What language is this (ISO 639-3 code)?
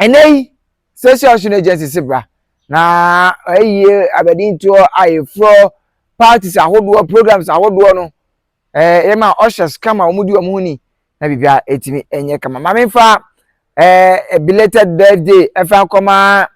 aka